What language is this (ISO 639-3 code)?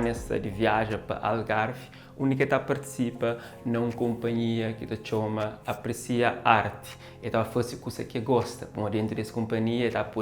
kea